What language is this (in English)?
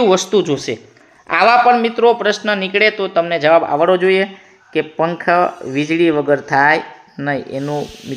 Gujarati